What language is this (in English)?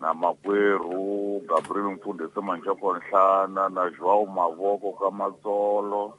Tsonga